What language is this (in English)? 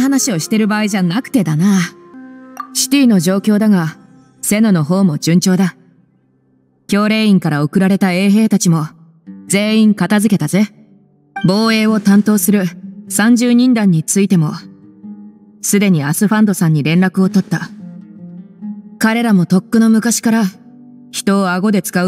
Japanese